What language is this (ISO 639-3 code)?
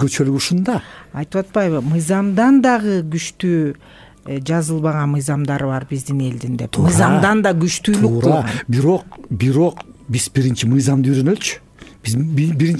kir